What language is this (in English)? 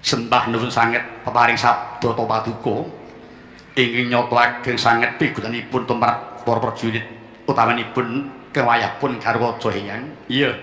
Javanese